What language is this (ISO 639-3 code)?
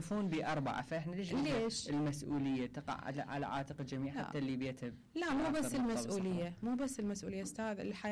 acm